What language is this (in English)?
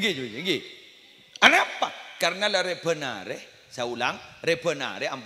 Madurese